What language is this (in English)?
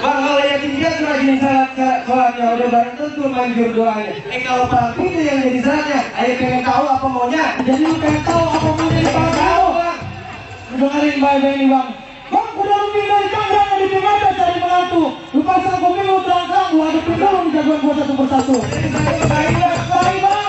Betawi